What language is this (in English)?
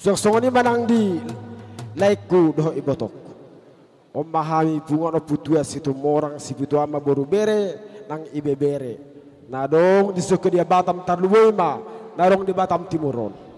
Batak Toba